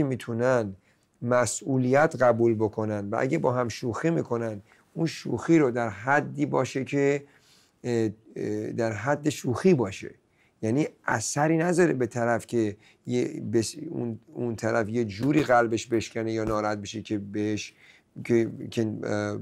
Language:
Persian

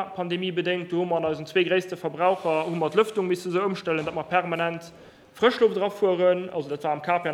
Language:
Luxembourgish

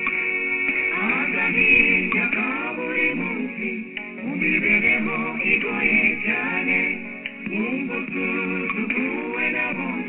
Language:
Kinyarwanda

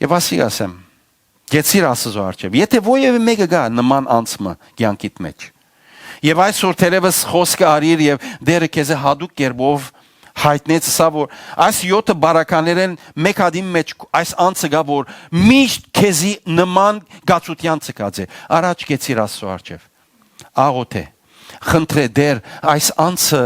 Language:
Western Armenian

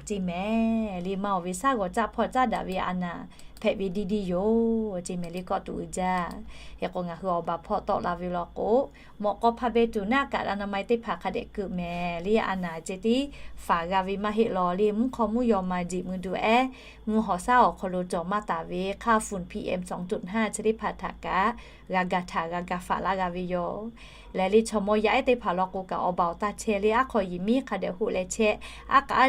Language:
Lahu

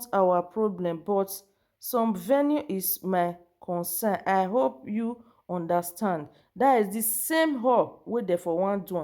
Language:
Nigerian Pidgin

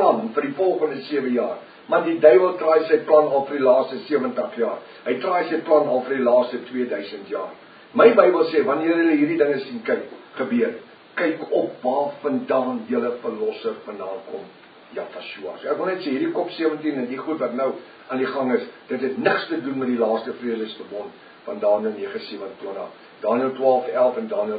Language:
Afrikaans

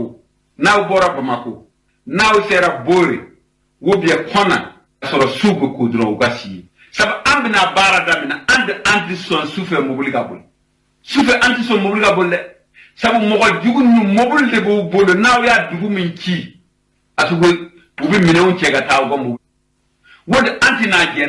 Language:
Bambara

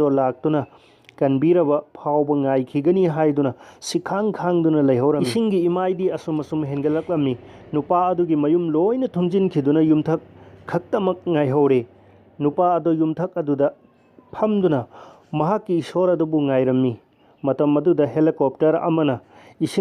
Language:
Manipuri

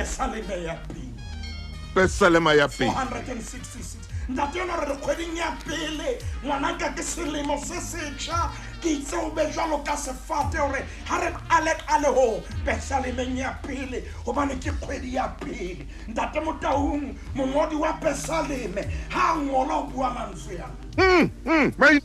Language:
Southern Sotho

